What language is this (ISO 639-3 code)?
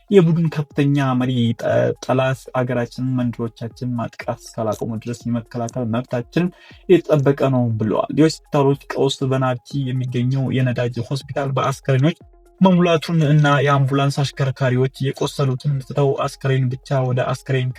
amh